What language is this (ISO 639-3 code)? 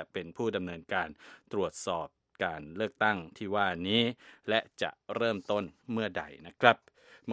tha